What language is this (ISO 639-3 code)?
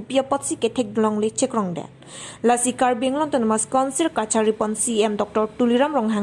mjw